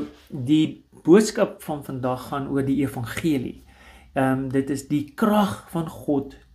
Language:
Afrikaans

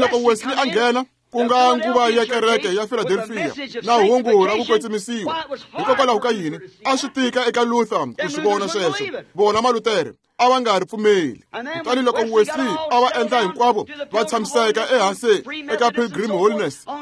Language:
Tsonga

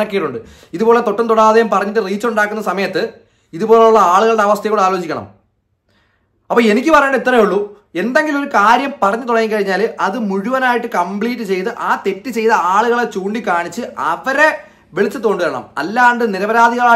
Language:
Malayalam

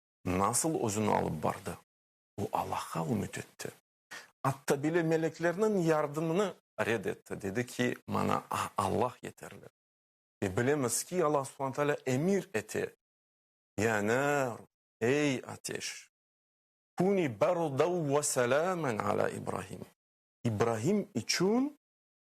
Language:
Crimean Tatar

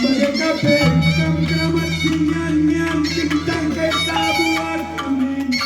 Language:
Batak Karo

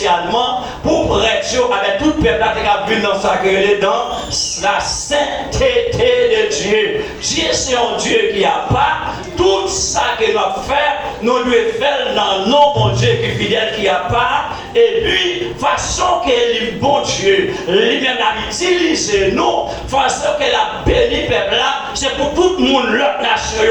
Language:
Haitian Creole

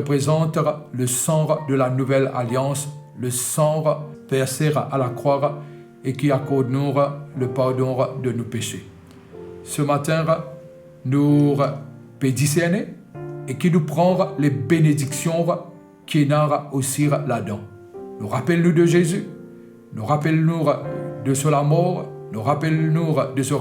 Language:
Morisyen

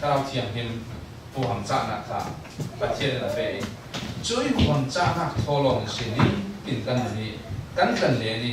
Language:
Falam Chin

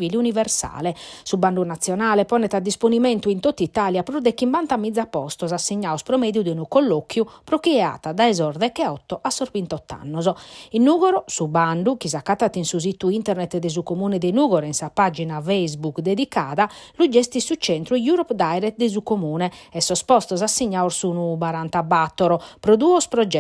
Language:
Sardinian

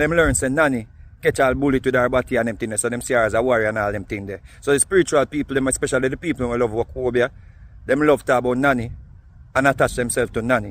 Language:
Jamaican Creole English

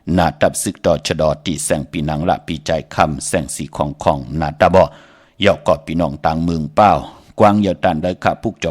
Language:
Shan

